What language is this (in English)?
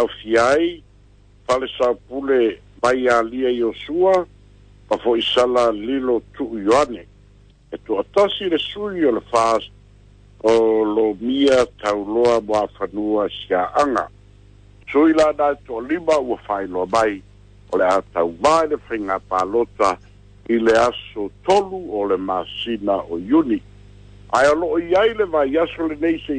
Samoan